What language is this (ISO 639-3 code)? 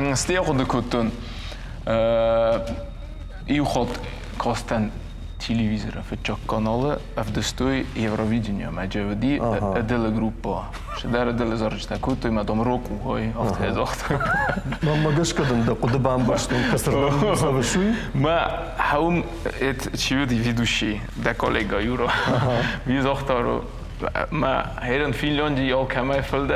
oss